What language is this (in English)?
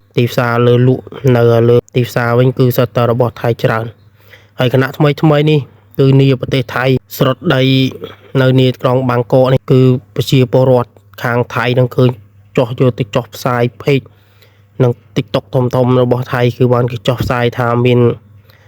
Khmer